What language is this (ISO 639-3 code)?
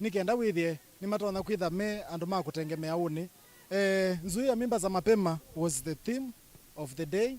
kam